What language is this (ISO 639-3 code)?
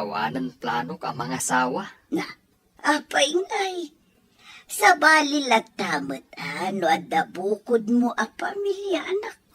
ilo